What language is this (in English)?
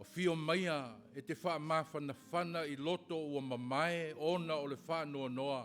Samoan